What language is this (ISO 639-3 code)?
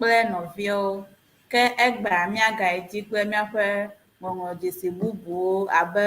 ewe